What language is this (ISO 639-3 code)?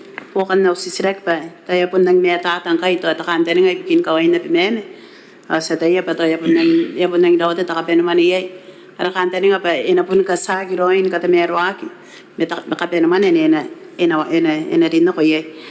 gil